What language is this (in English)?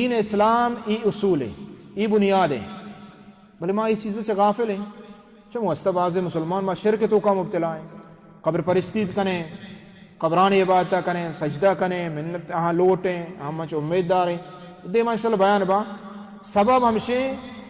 Baluchi